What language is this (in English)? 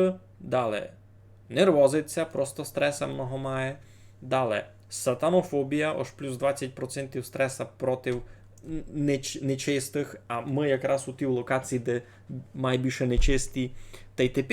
Rusyn